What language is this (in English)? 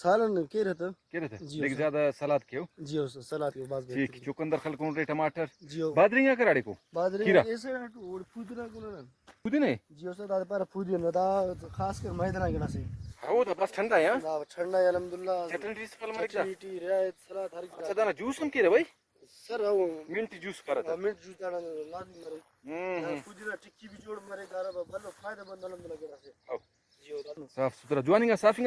Brahui